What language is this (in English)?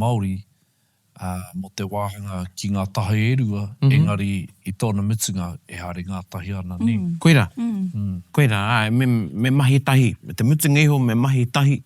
Māori